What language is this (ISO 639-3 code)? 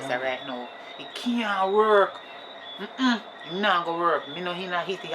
jam